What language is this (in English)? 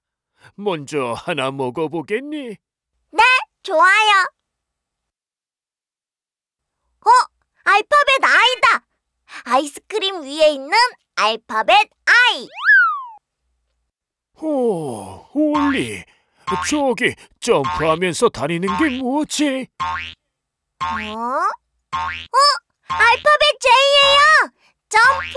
Korean